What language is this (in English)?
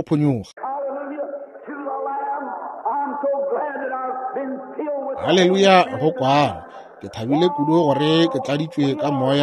Northern Sotho